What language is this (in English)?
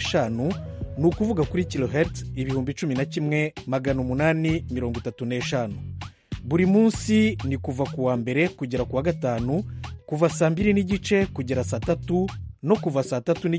Kinyarwanda